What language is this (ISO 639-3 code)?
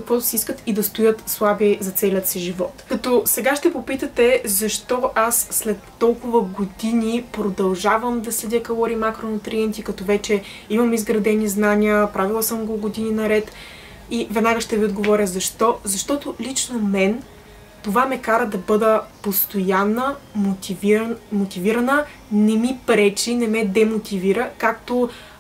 bul